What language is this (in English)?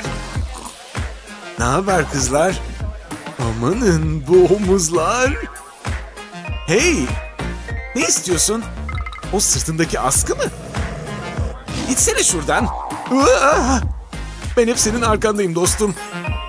Turkish